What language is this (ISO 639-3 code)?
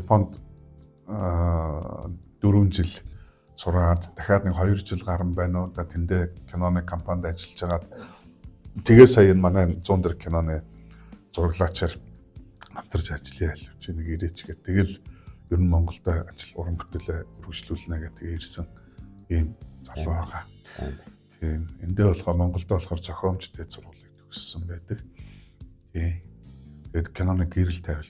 mon